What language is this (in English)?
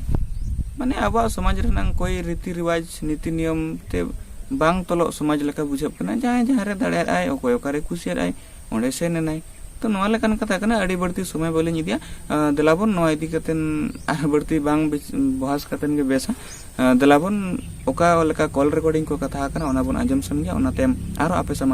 Santali